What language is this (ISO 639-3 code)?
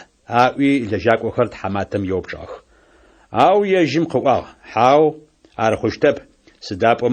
ady